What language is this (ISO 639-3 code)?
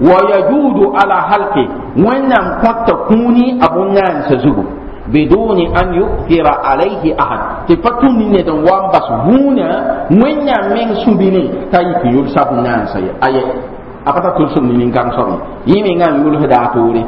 mos